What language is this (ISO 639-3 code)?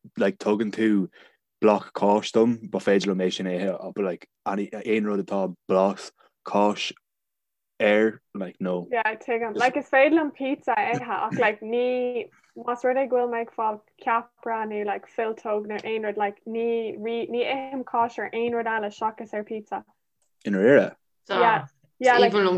gle